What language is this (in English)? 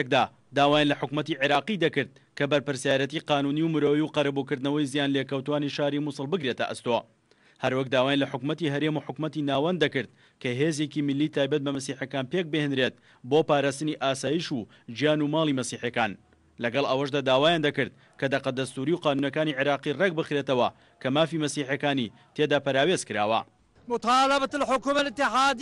Central Kurdish